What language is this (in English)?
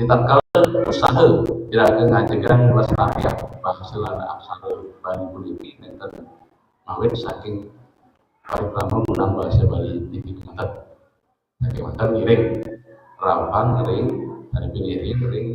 Balinese